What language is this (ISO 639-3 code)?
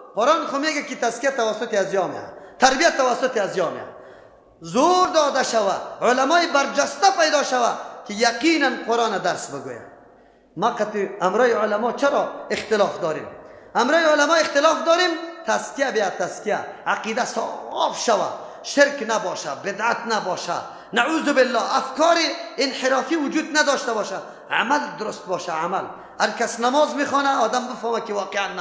fas